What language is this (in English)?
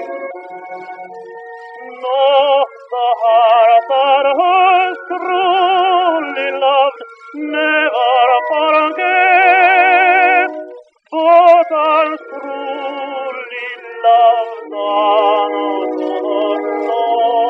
English